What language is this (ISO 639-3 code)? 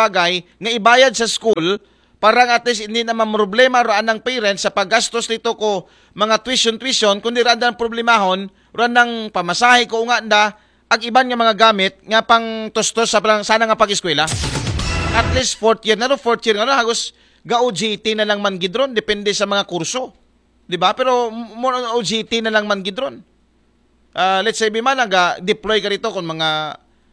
akl